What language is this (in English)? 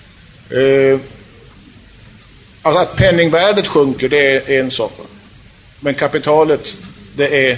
Swedish